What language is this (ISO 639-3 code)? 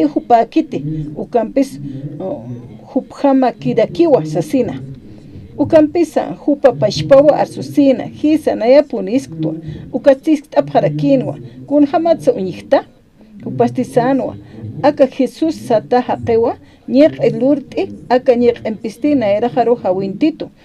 aym